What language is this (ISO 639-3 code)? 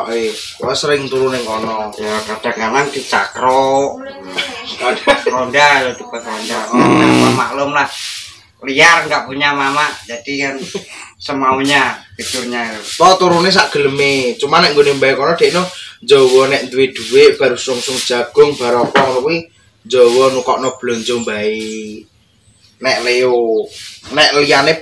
jav